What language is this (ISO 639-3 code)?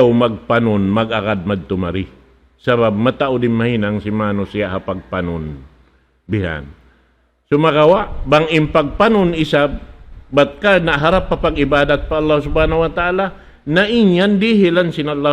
tsg